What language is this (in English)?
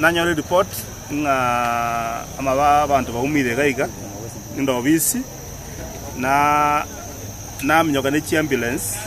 Gusii